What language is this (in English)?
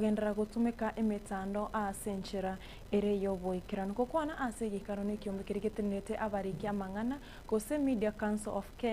Gusii